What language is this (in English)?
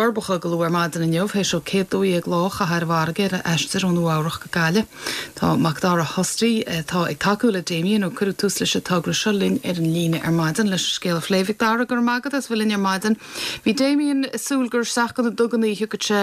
Irish